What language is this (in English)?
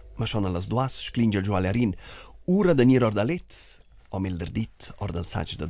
Romansh